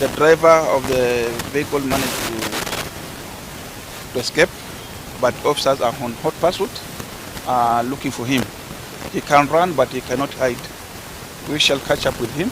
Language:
Gusii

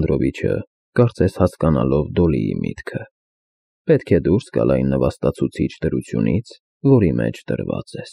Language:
Armenian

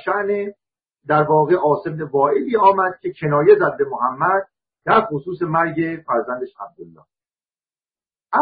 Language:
Persian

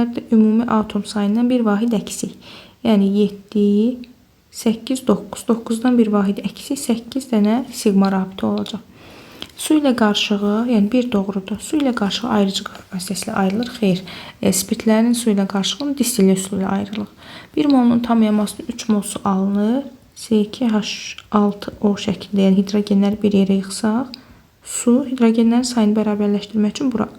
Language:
Azerbaijani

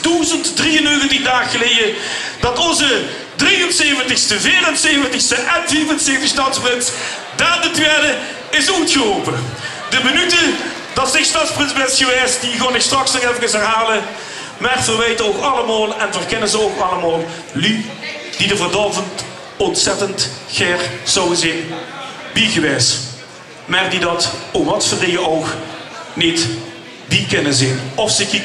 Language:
Limburgish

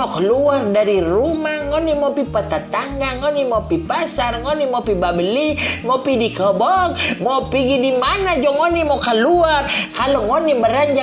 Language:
Manado Malay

